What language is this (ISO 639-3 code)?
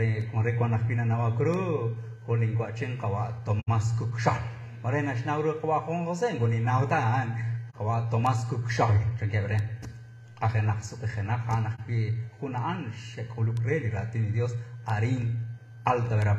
kek